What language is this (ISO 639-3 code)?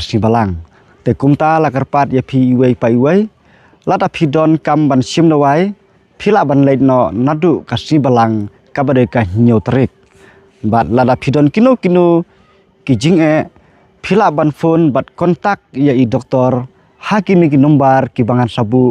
kha